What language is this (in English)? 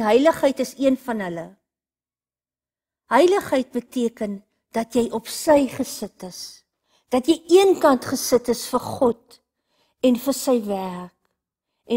Afrikaans